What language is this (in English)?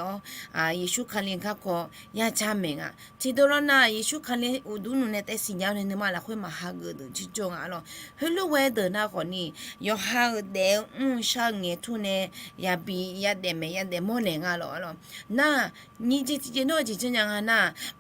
Akha